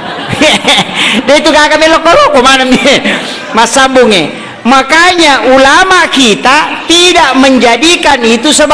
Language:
Buginese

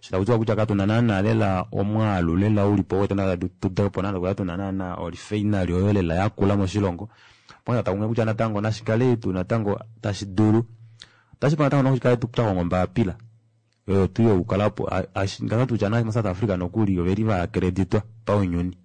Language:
Kuanyama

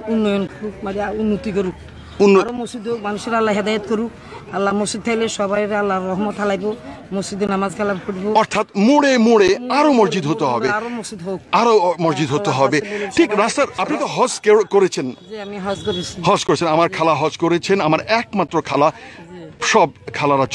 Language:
Bangla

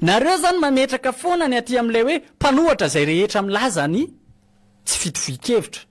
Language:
Malagasy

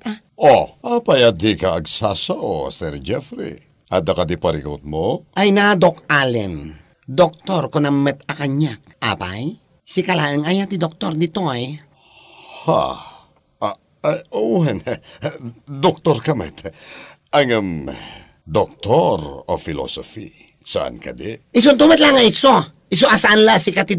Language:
Iloko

